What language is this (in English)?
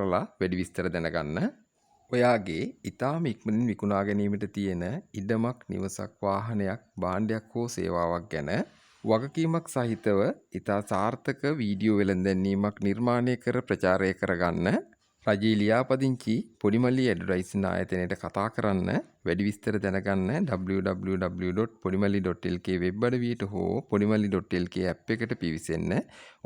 Sinhala